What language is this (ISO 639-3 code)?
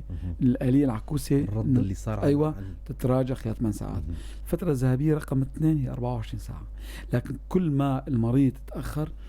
apc